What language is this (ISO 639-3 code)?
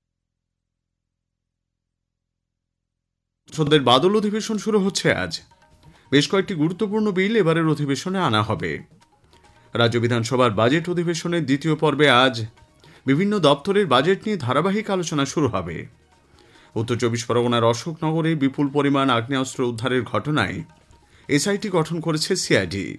ben